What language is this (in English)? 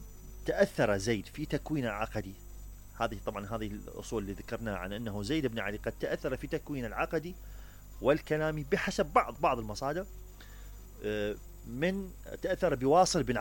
Mesopotamian Arabic